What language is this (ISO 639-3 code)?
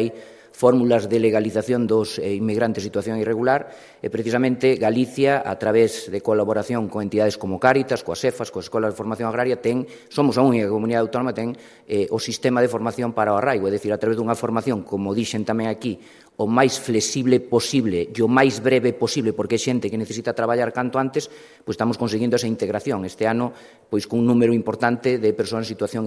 glg